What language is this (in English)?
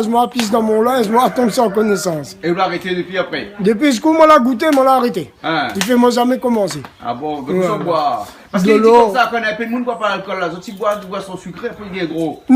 Réunion Creole French